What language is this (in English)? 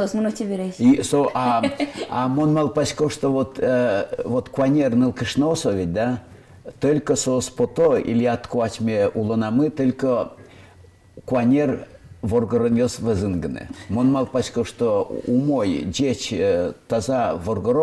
Udmurt